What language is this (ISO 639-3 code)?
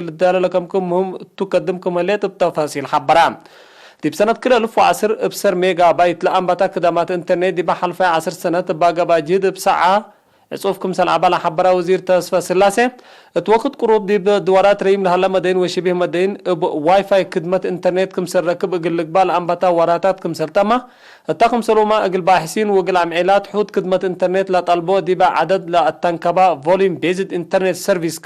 tig